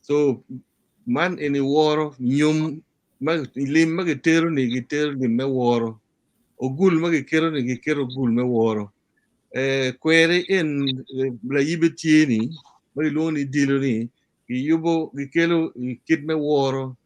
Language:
Acoli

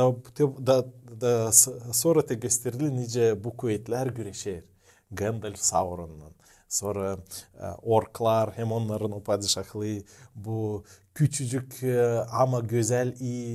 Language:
Gagauz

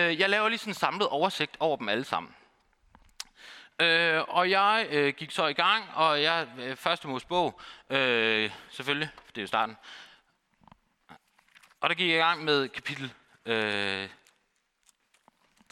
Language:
Danish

